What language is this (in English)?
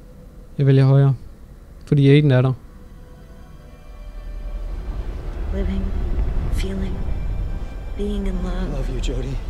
Danish